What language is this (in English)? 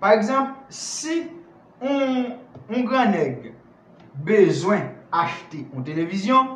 Haitian Creole